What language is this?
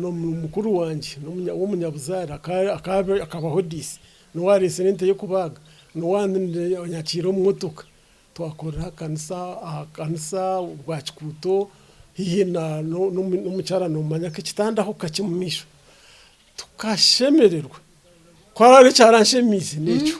Nyankole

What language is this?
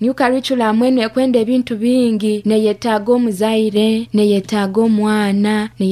Nyankole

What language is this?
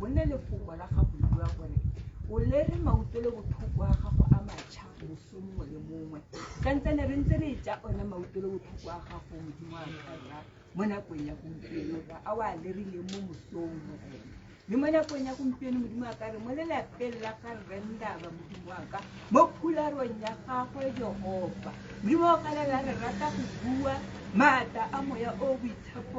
Tswana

